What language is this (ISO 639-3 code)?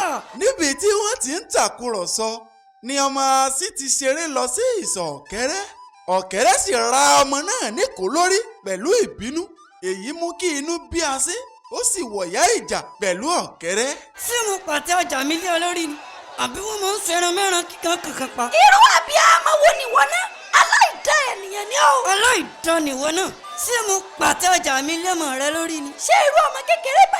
yor